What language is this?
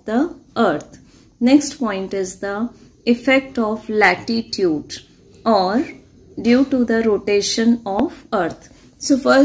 English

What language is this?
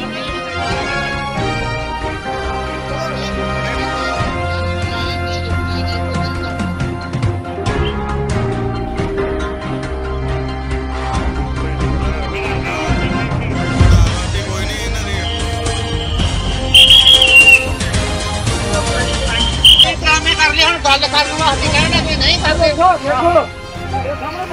Punjabi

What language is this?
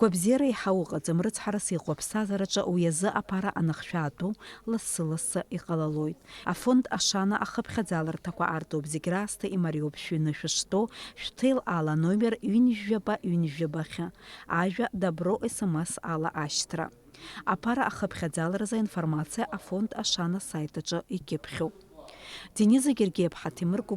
Abkhazian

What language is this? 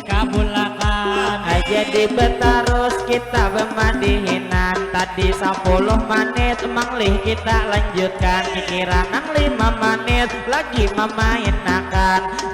Banjar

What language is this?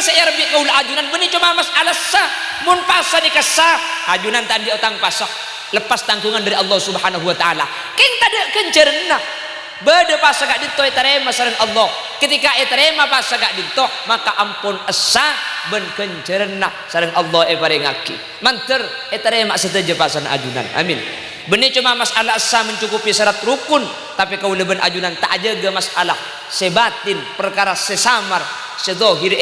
Madurese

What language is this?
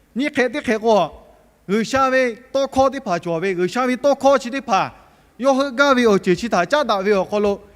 Lahu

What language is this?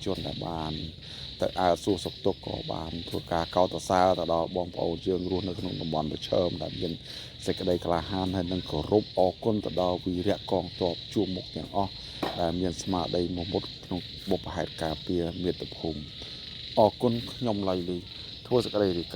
Khmer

